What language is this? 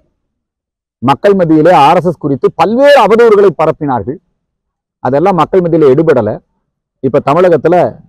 Tamil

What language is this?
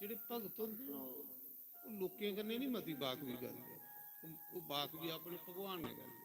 Dogri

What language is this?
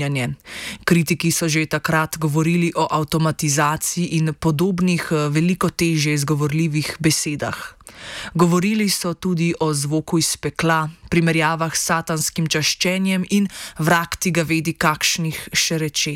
Slovenian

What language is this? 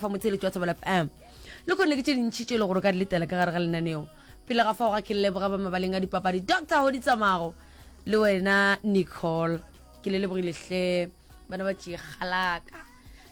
Northern Sotho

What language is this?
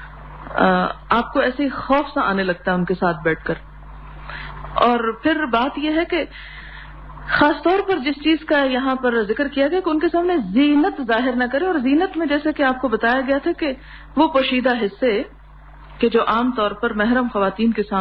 Urdu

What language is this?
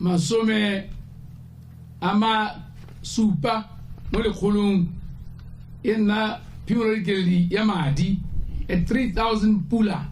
Tswana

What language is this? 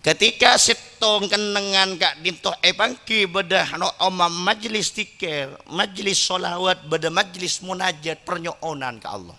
Madurese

